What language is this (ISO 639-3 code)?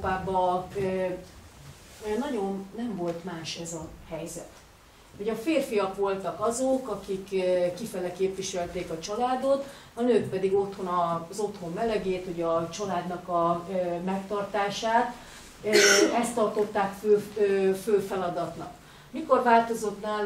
hun